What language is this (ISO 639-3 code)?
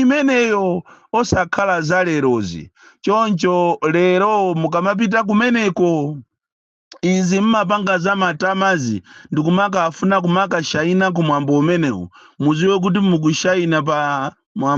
nya